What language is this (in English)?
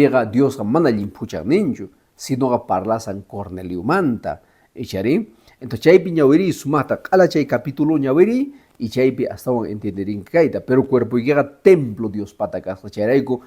Quechua